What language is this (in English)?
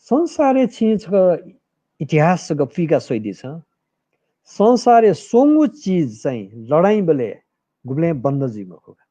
Newari